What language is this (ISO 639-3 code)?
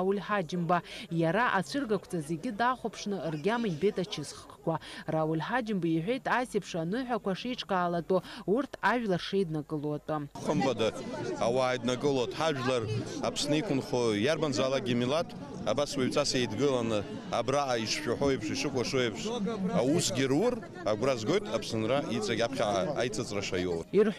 abk